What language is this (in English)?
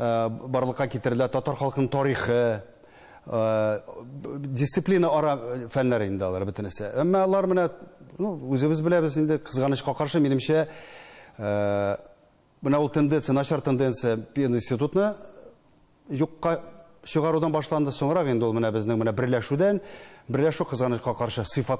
Tatar